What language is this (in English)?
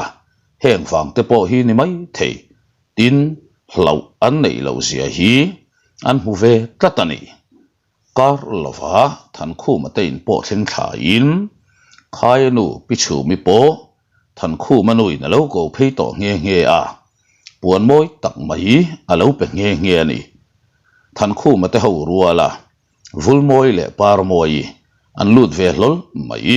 Mizo